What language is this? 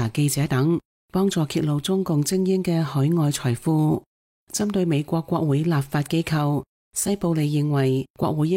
Cantonese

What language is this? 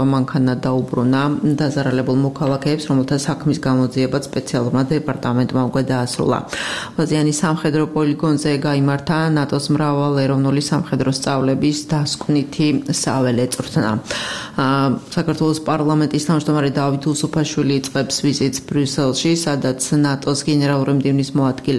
Georgian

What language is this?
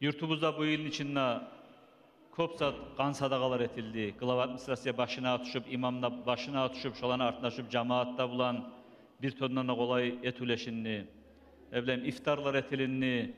Kumyk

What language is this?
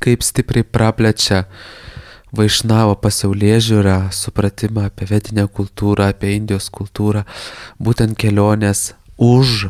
Lithuanian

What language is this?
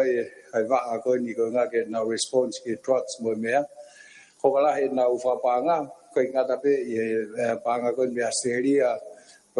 Tongan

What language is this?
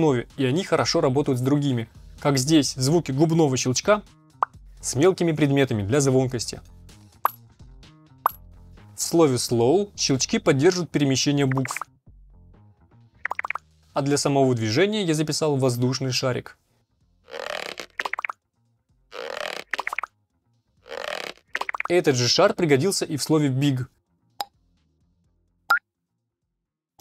Russian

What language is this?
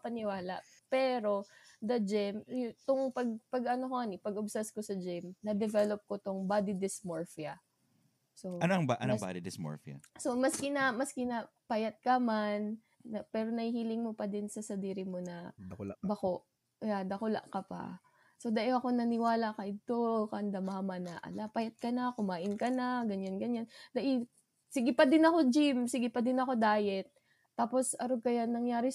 Bikol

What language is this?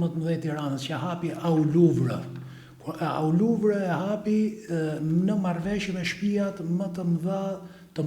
Albanian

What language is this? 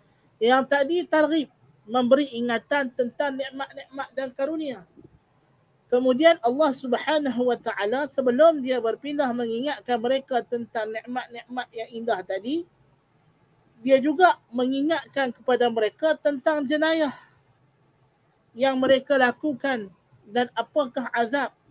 Malay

